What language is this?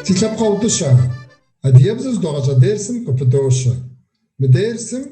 Kabardian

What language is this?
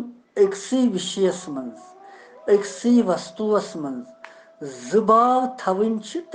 Kashmiri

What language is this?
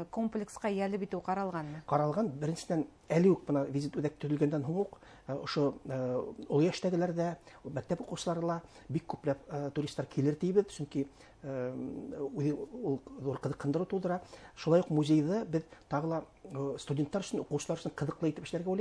Bashkir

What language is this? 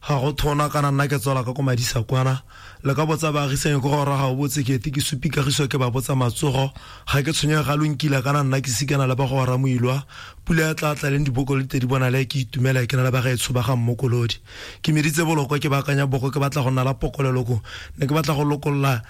Tswana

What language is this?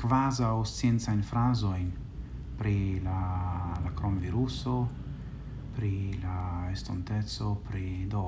Esperanto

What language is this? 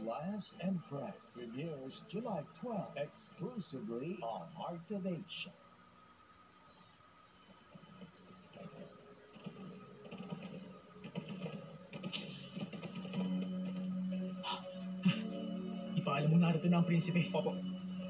Filipino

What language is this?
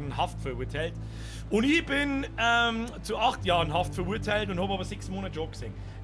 Bavarian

